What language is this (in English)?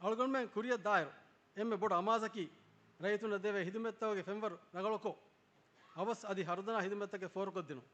Divehi